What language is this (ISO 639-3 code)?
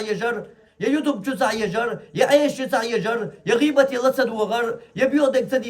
che